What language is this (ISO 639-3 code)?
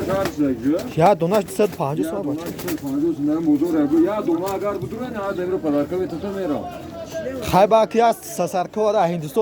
tgk